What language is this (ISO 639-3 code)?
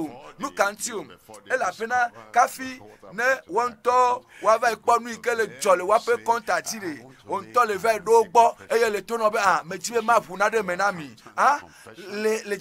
ewe